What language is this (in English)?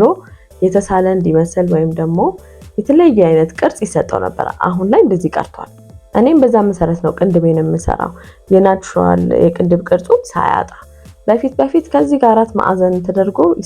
Amharic